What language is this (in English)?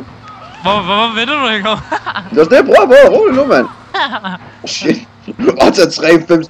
Danish